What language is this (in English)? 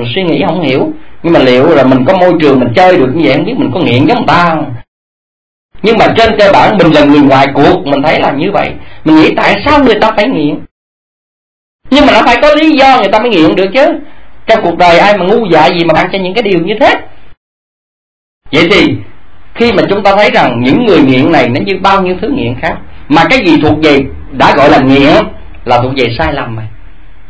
Vietnamese